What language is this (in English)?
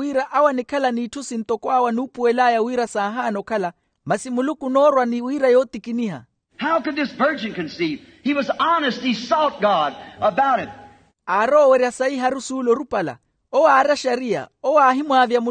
Makhuwa